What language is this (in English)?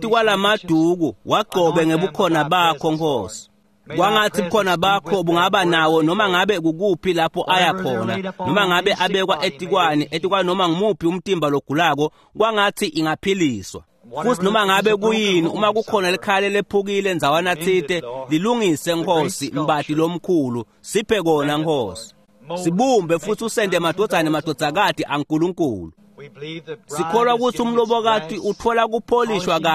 Swati